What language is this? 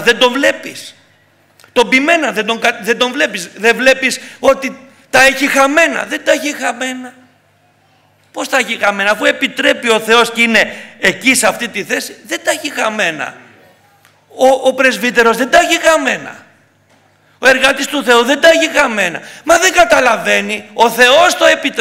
Greek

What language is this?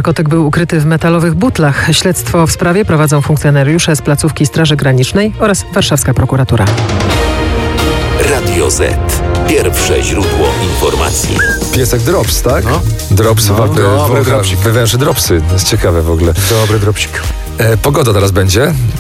Polish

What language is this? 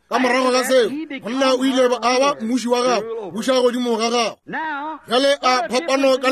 Northern Sotho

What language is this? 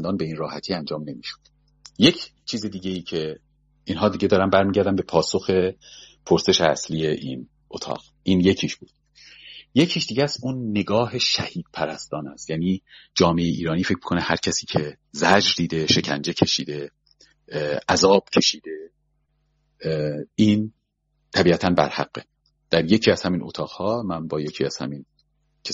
Persian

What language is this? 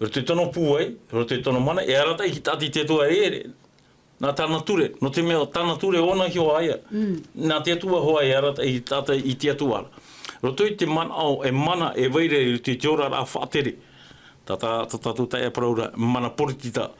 Tahitian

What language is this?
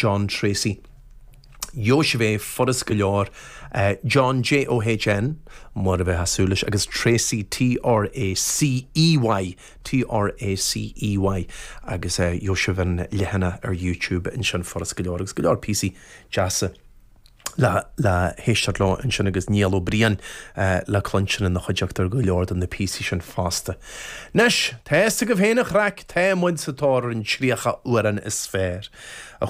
Irish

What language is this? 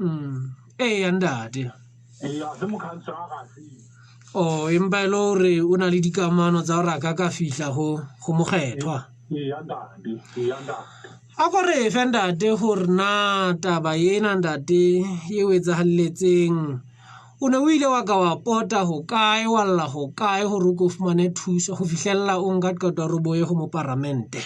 Southern Sotho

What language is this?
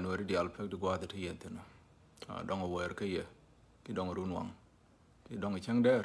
Nuer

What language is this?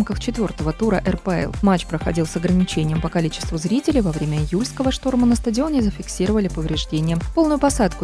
Russian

